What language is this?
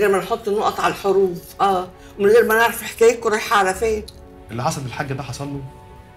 Egyptian Arabic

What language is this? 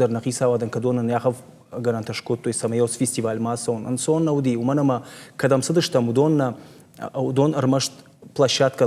Ossetic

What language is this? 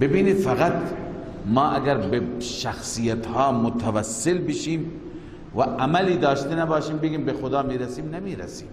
Persian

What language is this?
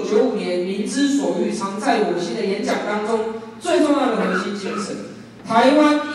Chinese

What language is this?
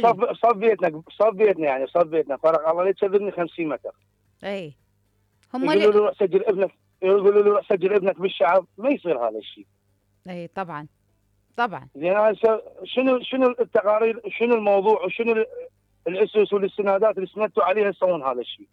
Mesopotamian Arabic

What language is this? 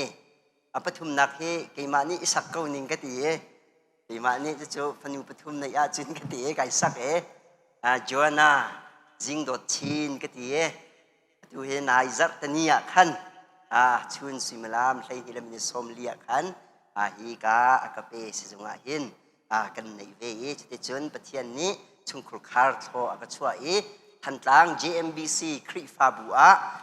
Hakha Chin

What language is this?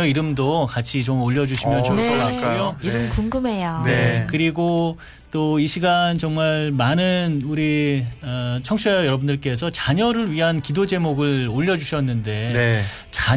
Korean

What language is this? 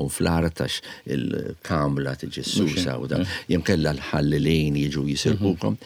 Maltese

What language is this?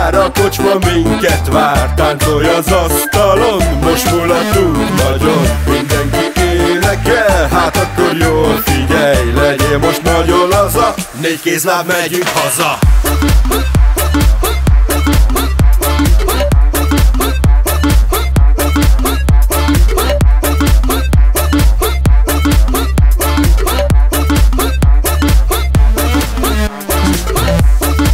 Hungarian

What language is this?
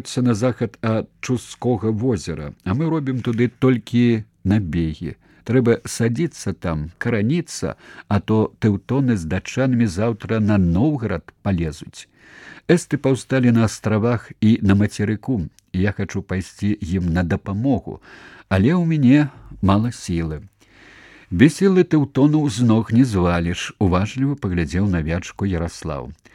Belarusian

